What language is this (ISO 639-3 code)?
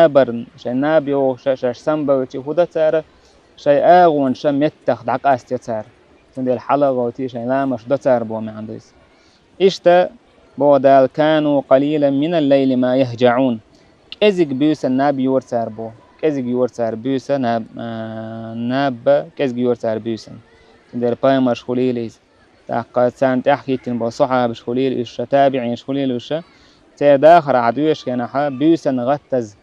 che